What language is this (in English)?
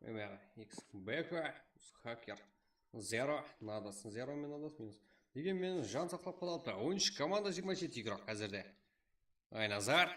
Kara-Kalpak